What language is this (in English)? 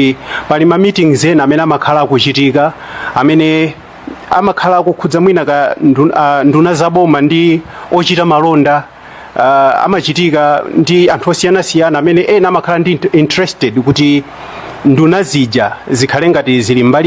Nyanja